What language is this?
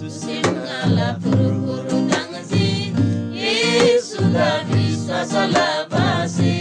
Eastern Tamang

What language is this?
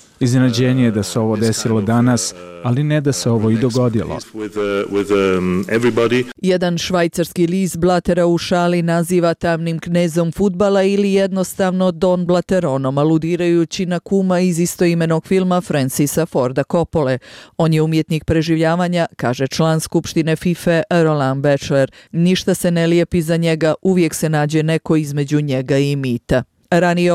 Bosnian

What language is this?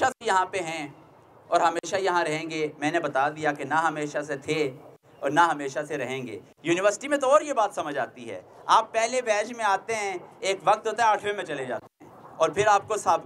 Urdu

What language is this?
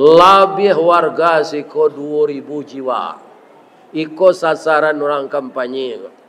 Minangkabau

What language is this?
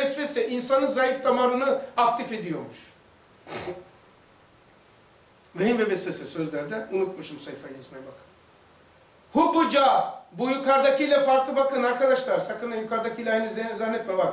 Turkish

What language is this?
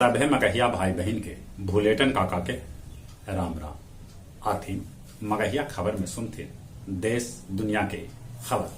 Magahi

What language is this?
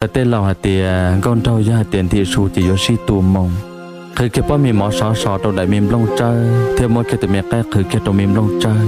Hmong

